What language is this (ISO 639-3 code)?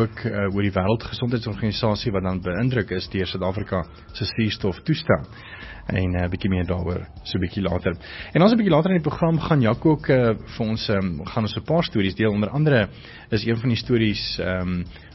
afr